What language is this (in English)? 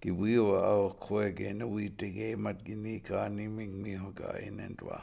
Chippewa